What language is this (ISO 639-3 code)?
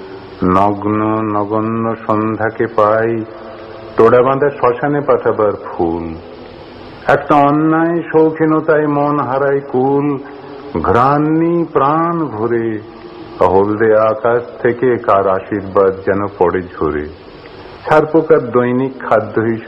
ben